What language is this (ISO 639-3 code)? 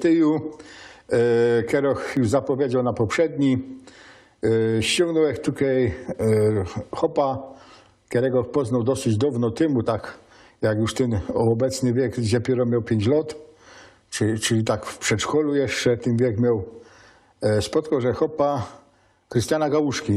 szl